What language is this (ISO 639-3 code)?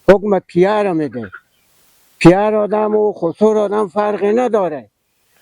fas